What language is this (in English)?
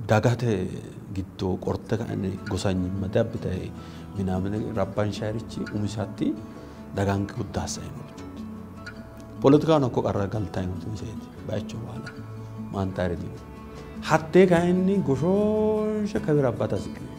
Sidamo